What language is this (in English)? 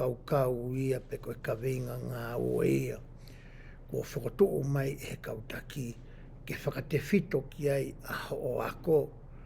Tongan